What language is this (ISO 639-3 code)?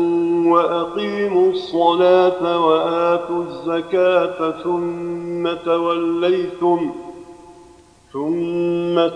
ara